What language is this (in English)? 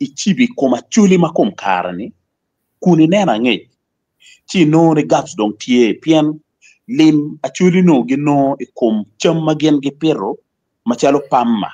Acoli